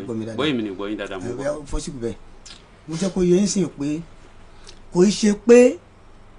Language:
Yoruba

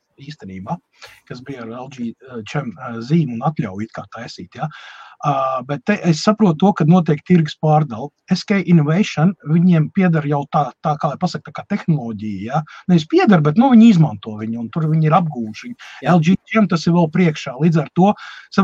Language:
Latvian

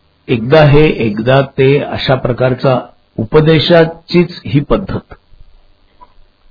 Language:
Marathi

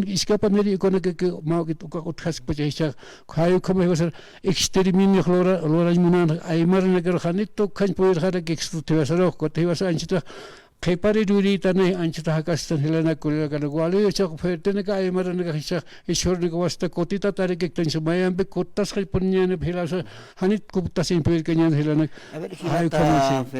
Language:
Aymara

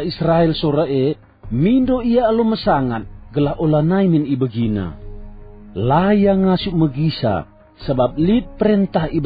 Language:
Batak Karo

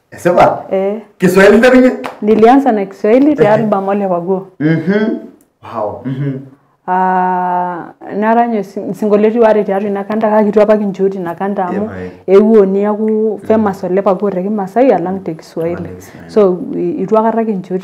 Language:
Masai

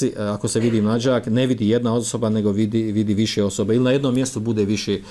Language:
Bosnian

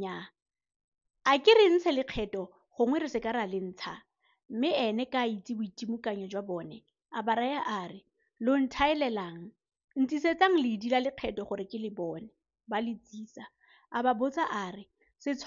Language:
Tswana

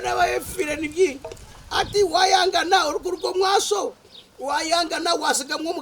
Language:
Nyankole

